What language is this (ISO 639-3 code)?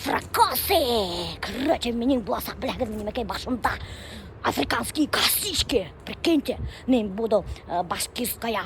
bak